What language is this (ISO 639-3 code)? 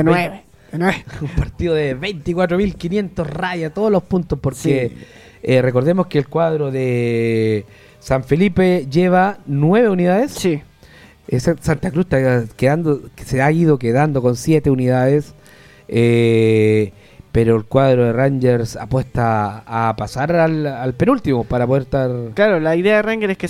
spa